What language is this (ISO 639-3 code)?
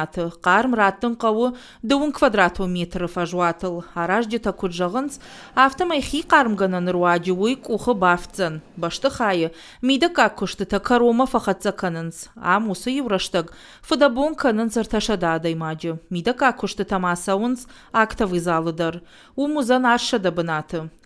oss